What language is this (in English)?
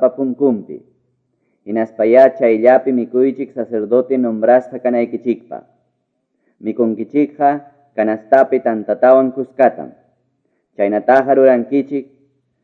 Quechua